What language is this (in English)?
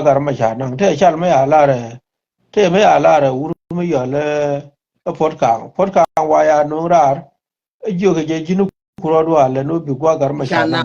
Nuer